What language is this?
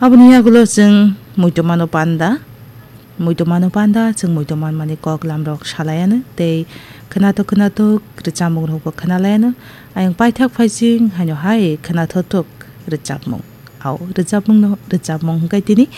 Kok Borok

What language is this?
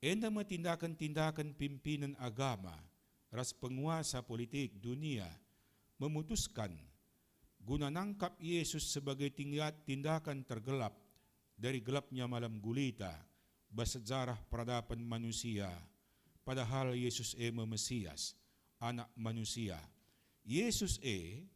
Batak Karo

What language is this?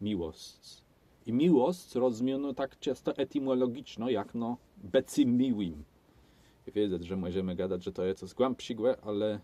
Kashubian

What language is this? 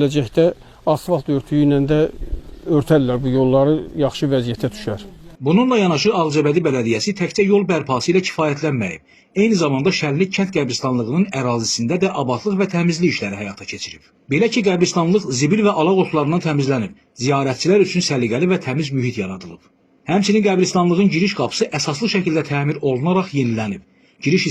Azerbaijani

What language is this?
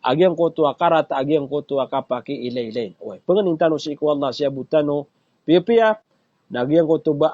Maranao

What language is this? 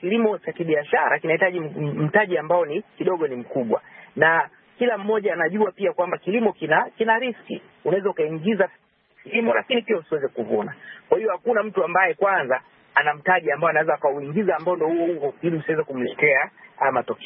Swahili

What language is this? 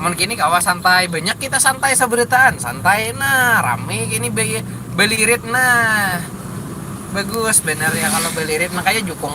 Banjar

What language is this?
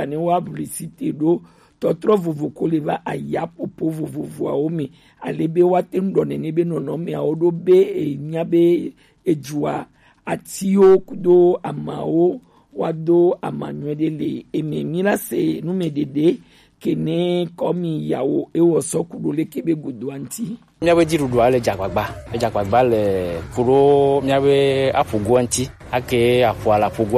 Gen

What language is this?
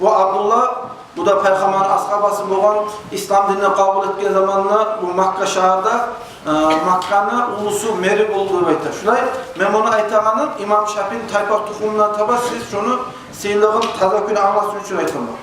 Kumyk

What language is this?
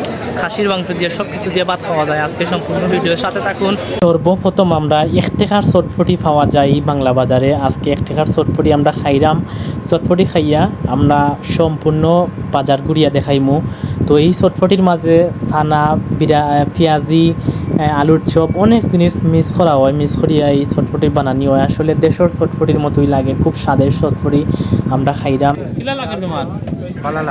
Sylheti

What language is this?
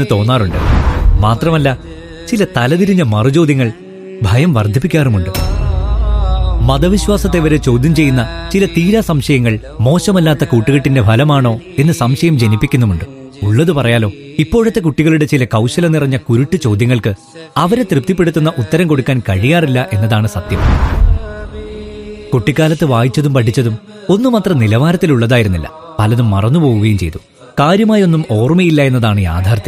Malayalam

